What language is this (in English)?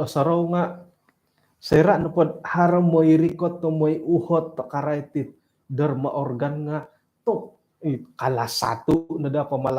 Central Dusun